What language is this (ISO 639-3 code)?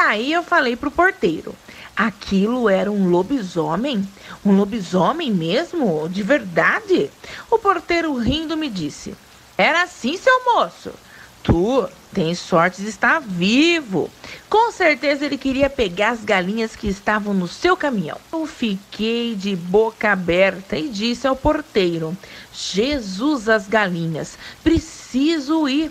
por